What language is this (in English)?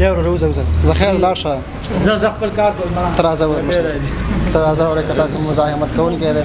Pashto